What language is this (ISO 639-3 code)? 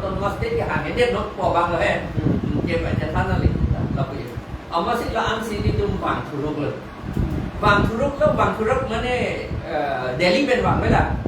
mjw